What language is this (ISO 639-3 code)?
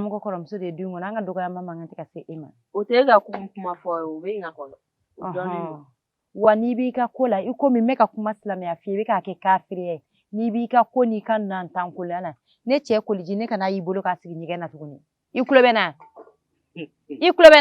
bam